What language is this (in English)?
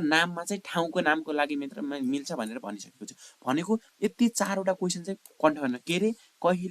Nepali